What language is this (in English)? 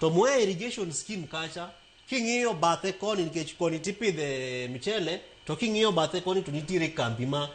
Luo (Kenya and Tanzania)